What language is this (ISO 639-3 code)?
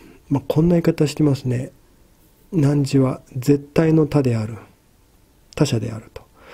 jpn